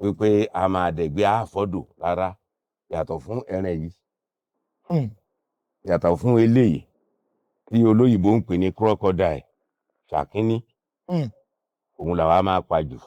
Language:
Yoruba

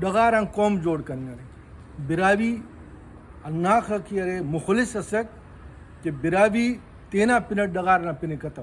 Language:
Brahui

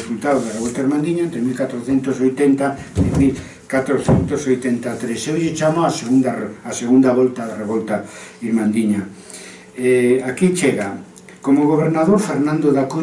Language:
Galician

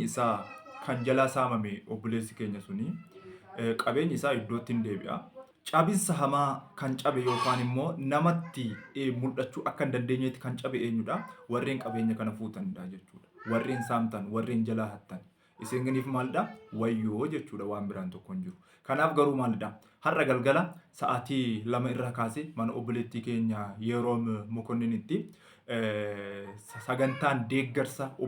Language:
Oromo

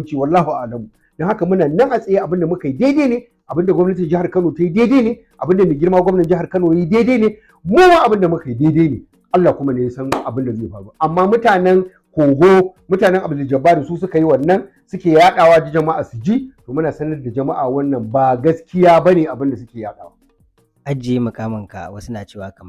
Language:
Hausa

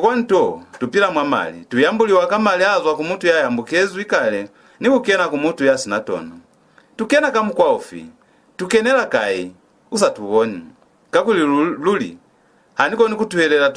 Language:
Lozi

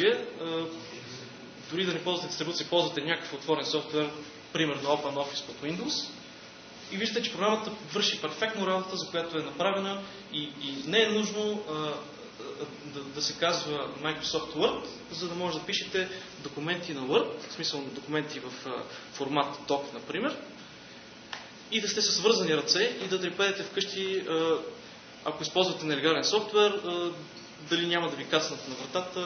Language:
Bulgarian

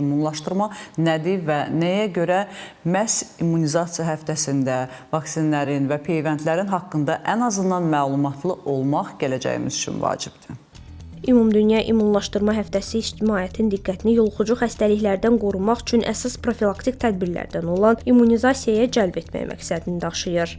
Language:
Azerbaijani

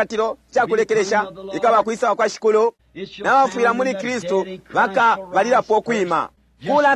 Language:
Bemba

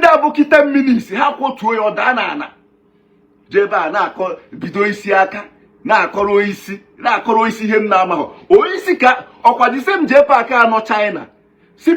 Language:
Igbo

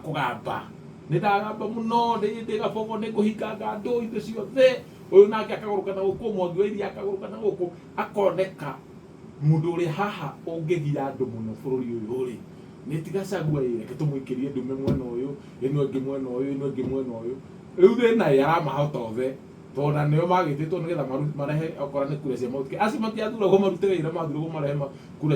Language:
Kikuyu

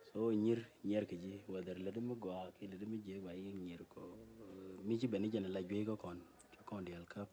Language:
Nuer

